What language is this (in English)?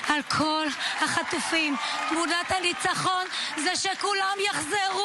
Hebrew